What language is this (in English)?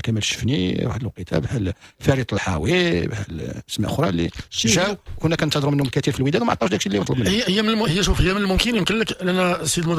Moroccan Arabic